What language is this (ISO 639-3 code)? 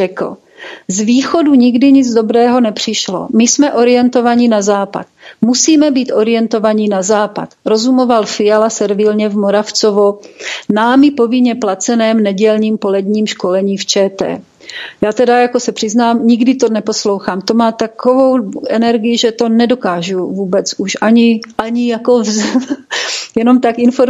ces